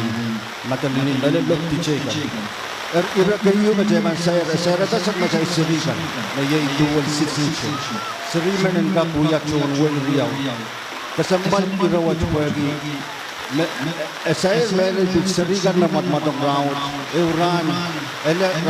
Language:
Pohnpeian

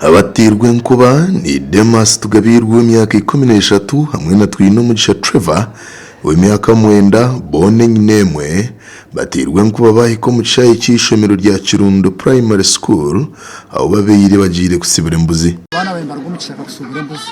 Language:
Nyankole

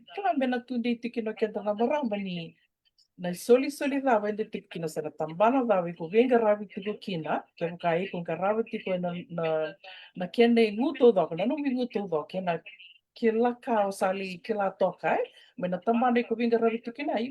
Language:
Fijian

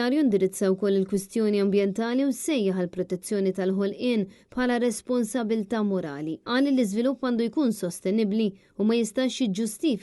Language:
Maltese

